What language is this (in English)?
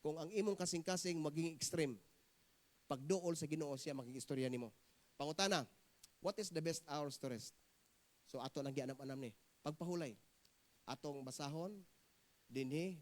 Cebuano